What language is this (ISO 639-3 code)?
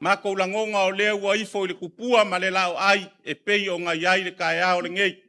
smo